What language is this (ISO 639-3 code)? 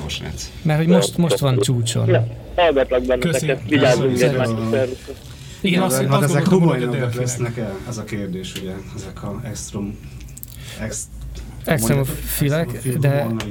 hun